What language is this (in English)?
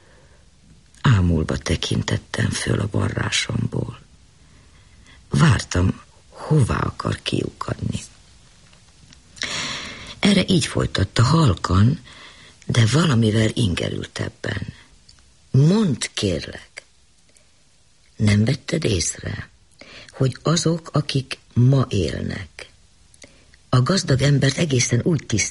Hungarian